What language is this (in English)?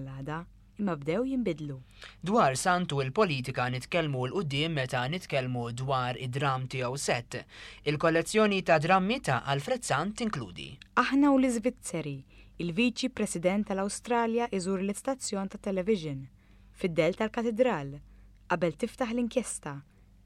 Maltese